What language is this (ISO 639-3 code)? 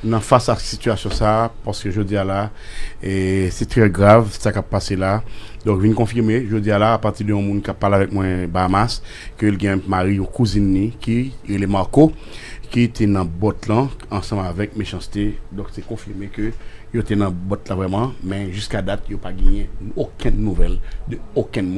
hat